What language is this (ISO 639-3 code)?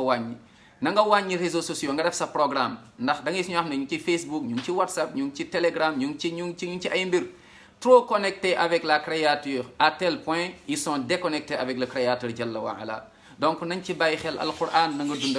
wol